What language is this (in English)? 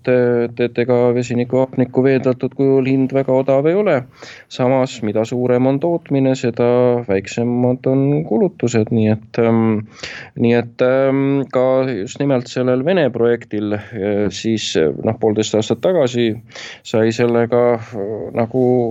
Estonian